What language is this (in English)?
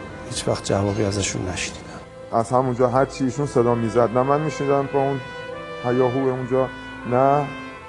Persian